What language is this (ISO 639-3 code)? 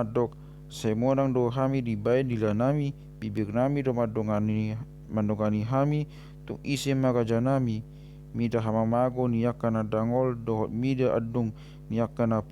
bbc